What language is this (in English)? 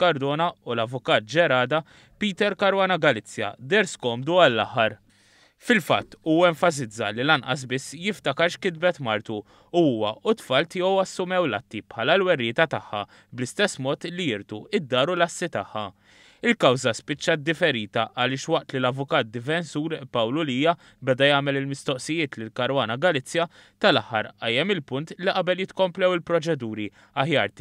Maltese